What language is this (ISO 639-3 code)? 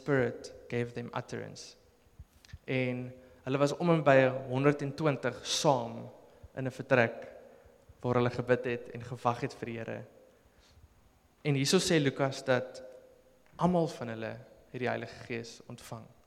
afr